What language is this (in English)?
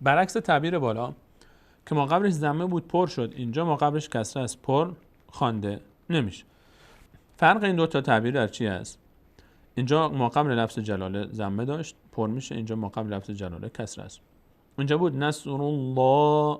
Persian